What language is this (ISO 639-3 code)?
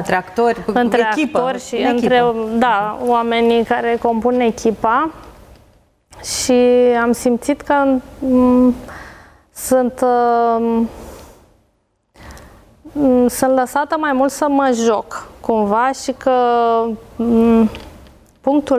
ron